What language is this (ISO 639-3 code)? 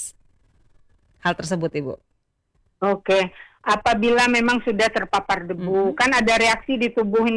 ind